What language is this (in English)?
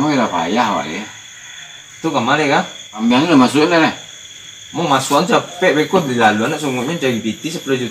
Minangkabau